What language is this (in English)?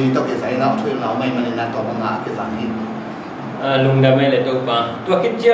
Tedim Chin